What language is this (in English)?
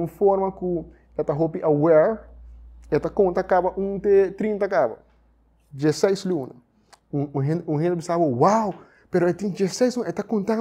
Papiamento